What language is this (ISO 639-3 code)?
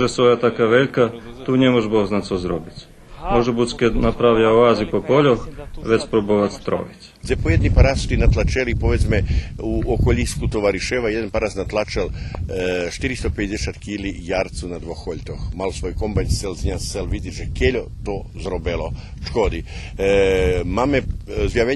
rue